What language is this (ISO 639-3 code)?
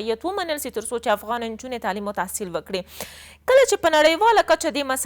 pus